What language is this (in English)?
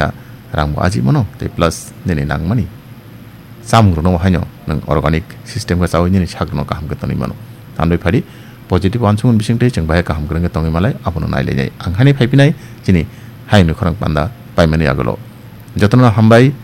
Kok Borok